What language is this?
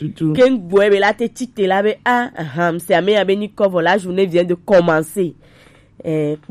Gen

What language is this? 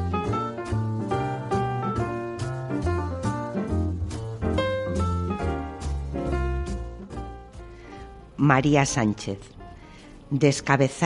Spanish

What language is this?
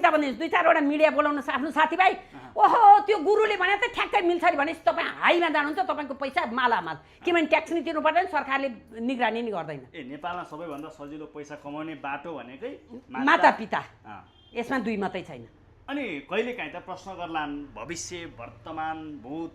Nepali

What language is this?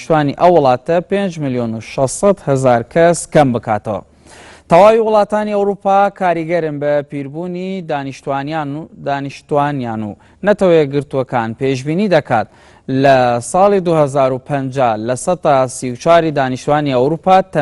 Central Kurdish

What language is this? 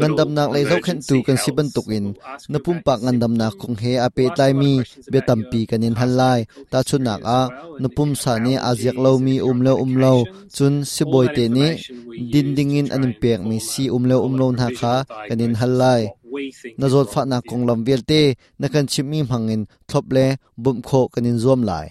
Hakha Chin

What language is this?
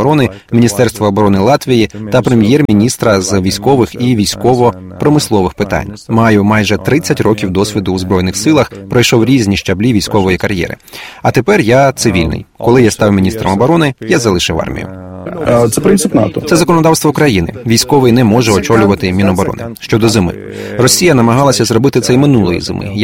Ukrainian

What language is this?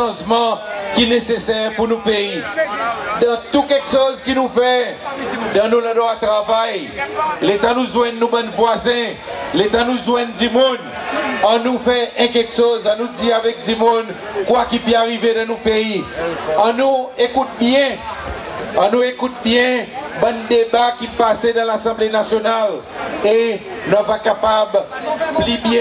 Seselwa Creole French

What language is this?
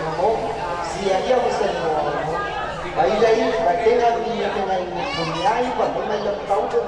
Nias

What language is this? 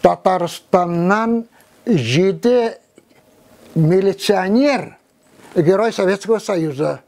Tatar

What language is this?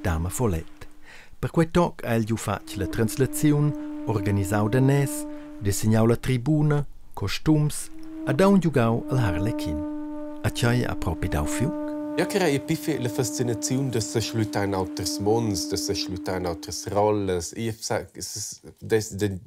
Romansh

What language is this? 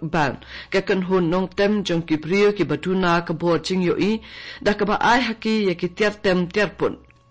Khasi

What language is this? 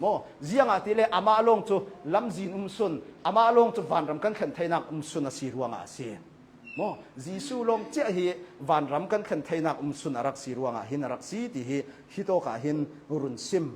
Hakha Chin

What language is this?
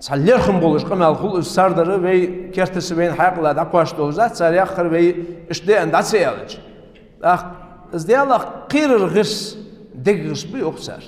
Ingush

